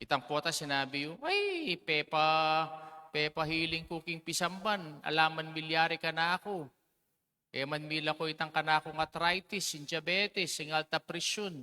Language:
Pampanga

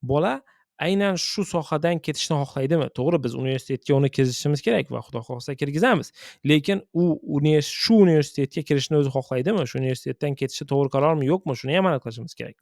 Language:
Uzbek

